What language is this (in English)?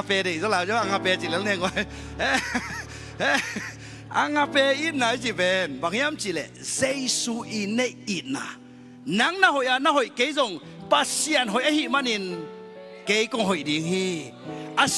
Tedim Chin